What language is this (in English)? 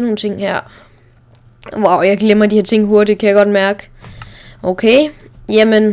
Danish